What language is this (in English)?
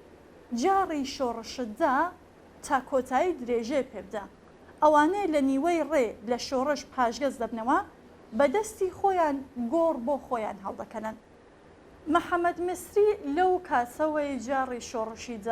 Central Kurdish